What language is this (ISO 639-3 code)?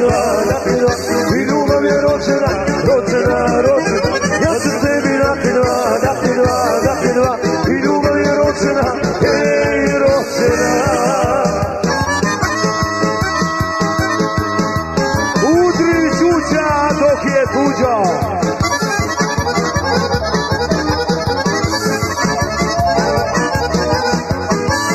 srp